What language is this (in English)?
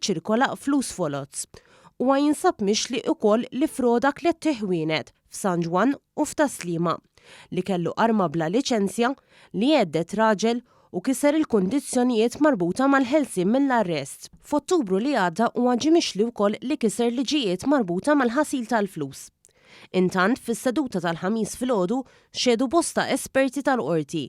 Maltese